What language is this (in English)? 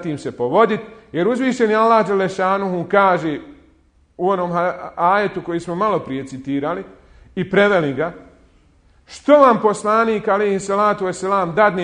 Bosnian